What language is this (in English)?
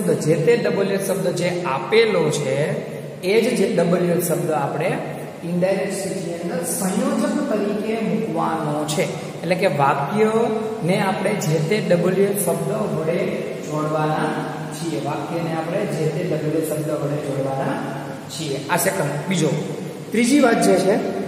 Gujarati